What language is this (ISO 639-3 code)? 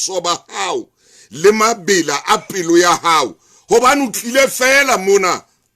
sot